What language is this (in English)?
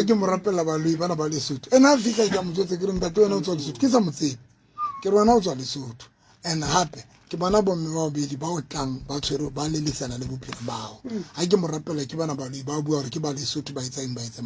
Southern Sotho